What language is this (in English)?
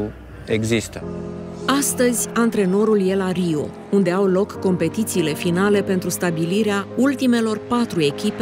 Romanian